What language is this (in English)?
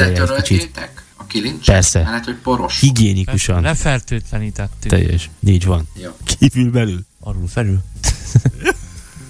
Hungarian